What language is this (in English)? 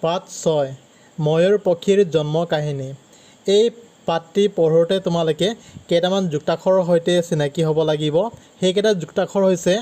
Assamese